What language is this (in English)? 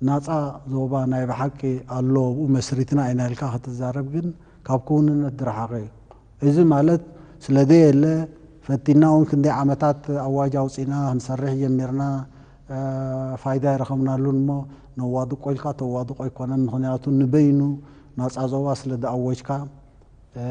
Tigrinya